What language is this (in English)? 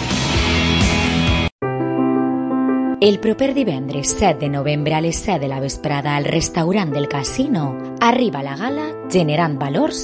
Catalan